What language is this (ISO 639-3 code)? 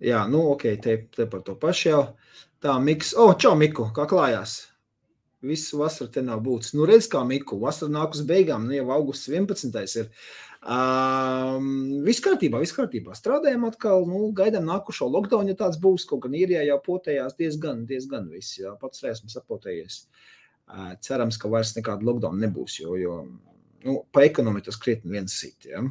lav